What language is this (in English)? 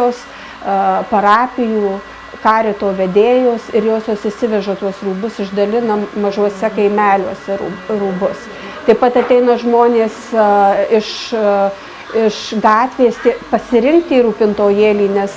Lithuanian